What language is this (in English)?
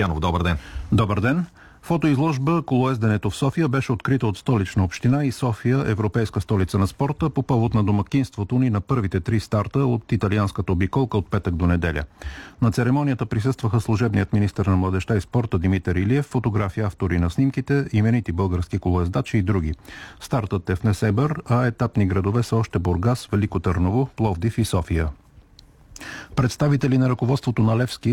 Bulgarian